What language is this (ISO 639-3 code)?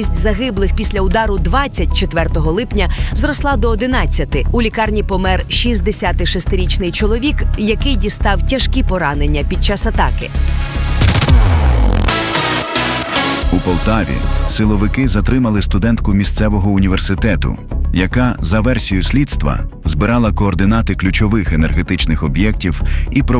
ukr